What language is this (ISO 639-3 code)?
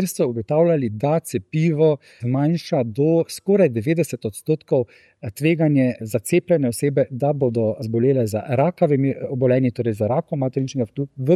slv